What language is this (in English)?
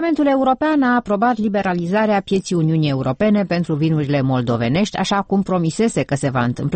Romanian